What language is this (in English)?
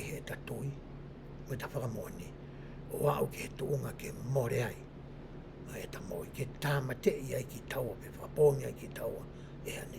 Tongan